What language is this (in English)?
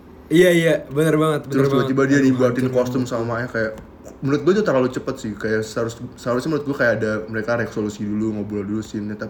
Indonesian